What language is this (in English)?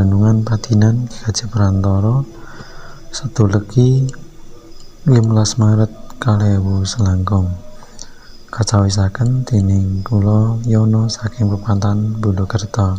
Javanese